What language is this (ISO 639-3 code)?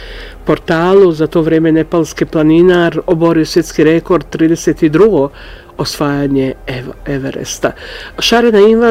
hrv